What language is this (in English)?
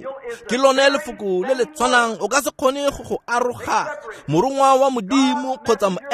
Tswana